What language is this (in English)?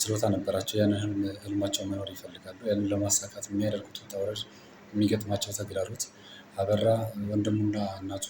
Amharic